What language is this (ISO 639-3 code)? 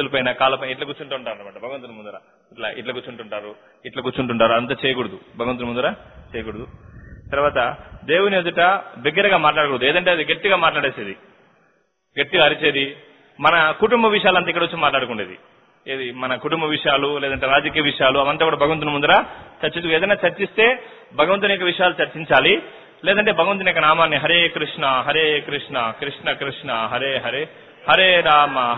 tel